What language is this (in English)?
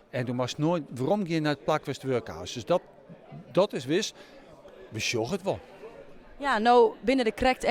Western Frisian